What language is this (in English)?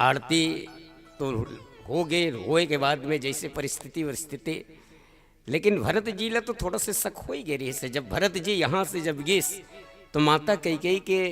Chhattisgarhi